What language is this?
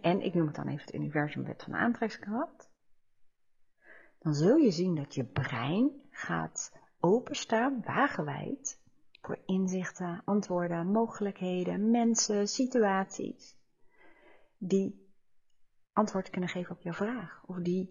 Dutch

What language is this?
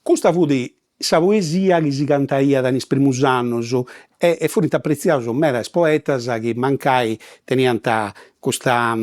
Sardinian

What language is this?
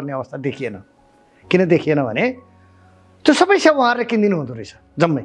Nepali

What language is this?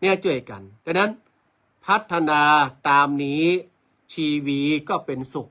Northern Thai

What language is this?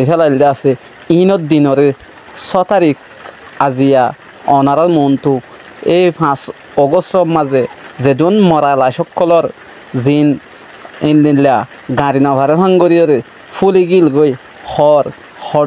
Rohingya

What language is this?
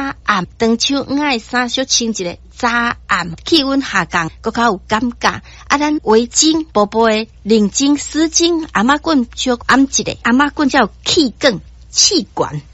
Min Nan Chinese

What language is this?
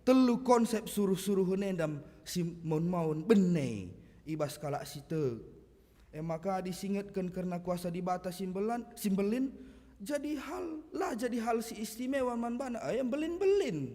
Batak Karo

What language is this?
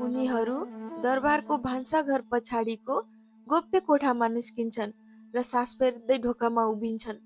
Nepali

